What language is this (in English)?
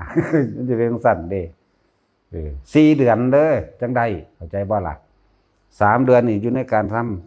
Northeastern Thai